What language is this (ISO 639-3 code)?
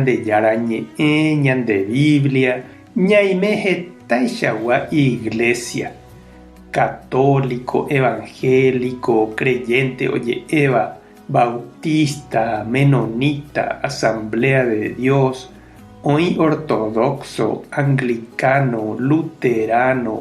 grn